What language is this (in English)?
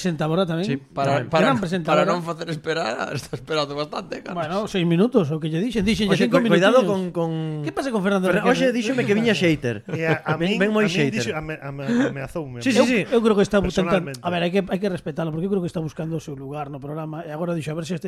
Galician